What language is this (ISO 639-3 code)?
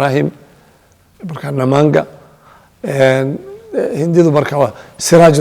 som